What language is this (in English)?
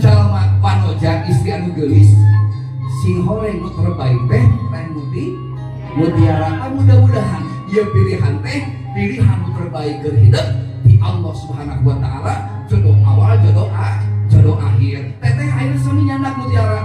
Sundanese